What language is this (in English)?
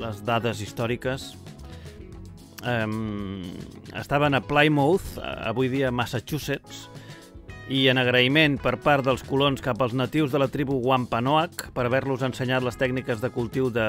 Catalan